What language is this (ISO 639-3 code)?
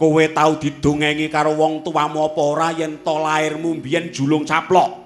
jav